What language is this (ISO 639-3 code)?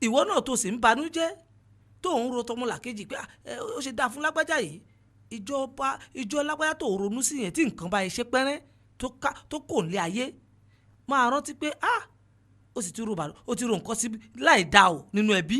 yor